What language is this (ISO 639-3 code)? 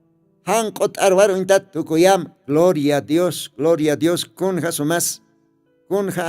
aym